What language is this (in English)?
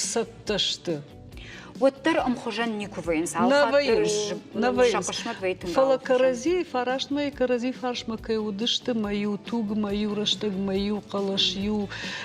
Ossetic